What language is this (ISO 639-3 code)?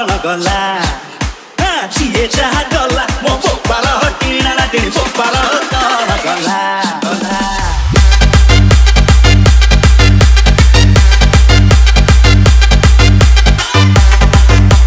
ori